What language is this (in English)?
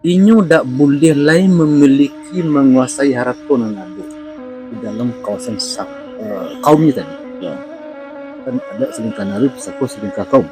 Minangkabau